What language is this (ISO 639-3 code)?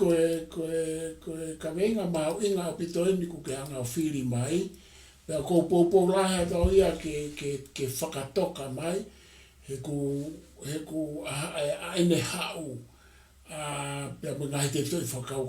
ton